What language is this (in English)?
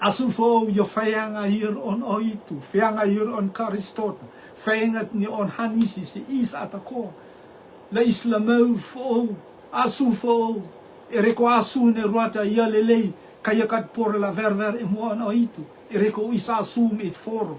Rotuman